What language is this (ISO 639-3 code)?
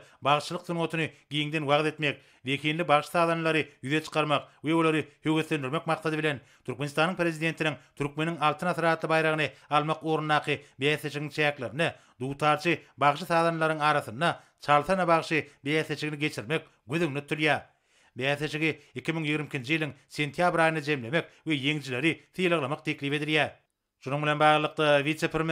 tuk